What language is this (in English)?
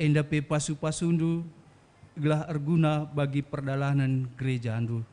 Batak Karo